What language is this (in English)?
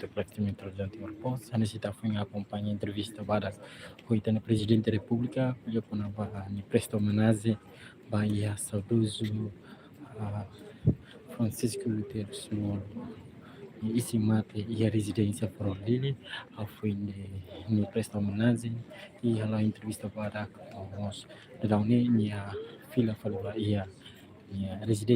Tetum